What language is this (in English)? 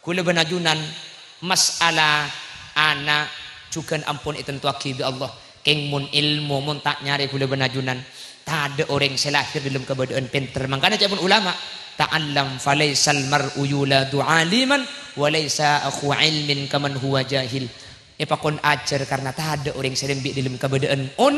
Madurese